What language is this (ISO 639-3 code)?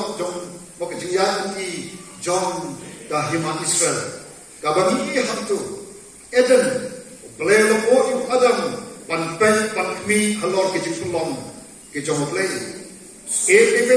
kha